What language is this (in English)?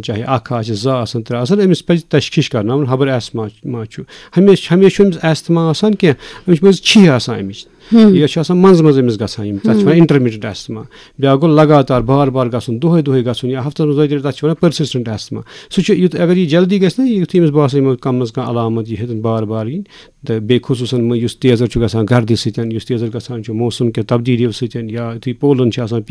Kashmiri